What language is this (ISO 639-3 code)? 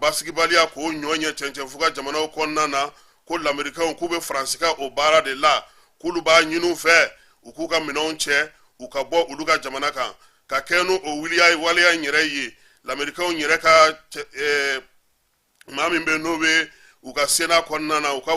bam